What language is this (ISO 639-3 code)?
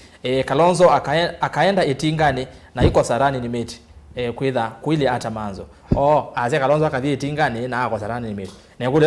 kam